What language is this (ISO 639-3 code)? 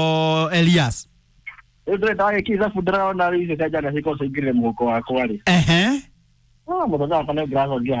kik